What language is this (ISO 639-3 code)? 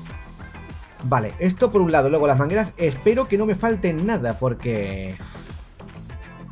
spa